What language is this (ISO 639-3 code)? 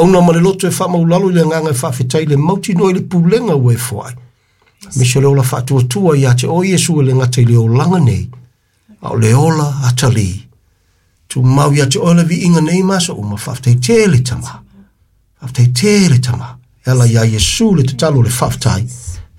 smo